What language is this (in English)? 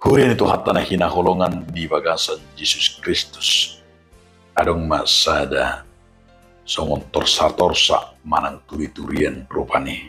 Batak Toba